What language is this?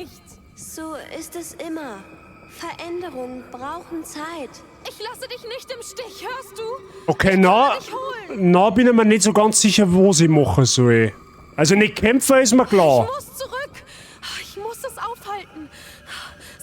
Bavarian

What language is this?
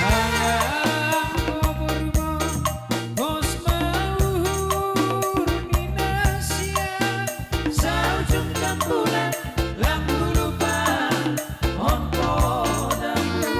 Batak Simalungun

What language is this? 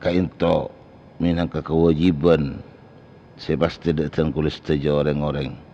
Madurese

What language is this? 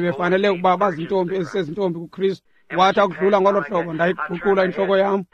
Xhosa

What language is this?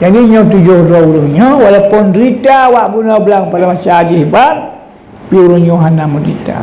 Achinese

